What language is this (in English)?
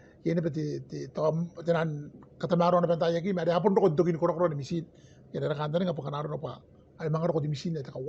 Gilbertese